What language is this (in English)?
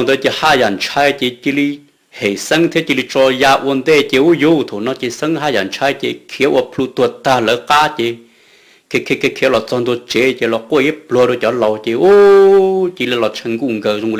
Hmong